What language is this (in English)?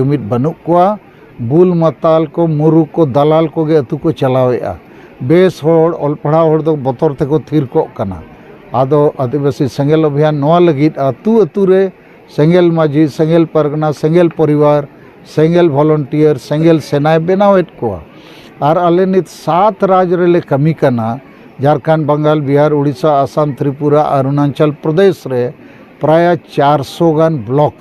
Santali